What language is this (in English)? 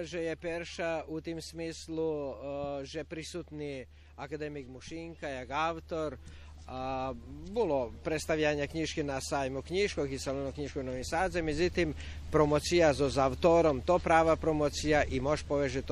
Rusyn